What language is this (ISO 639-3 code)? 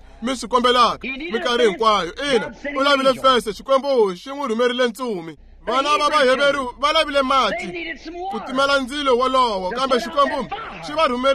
tso